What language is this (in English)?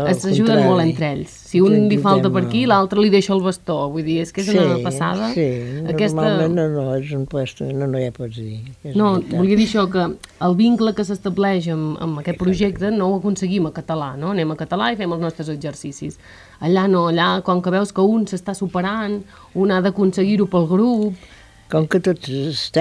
Catalan